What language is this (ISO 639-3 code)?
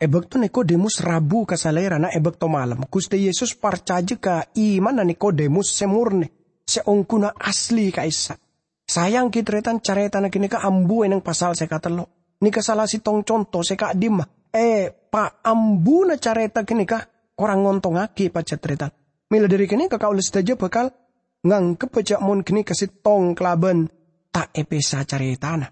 mad